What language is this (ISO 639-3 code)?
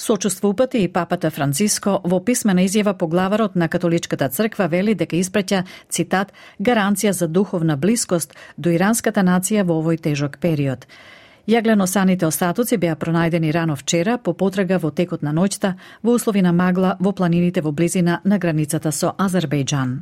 mkd